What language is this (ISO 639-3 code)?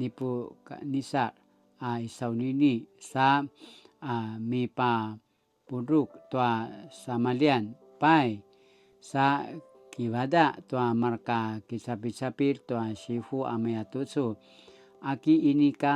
pwn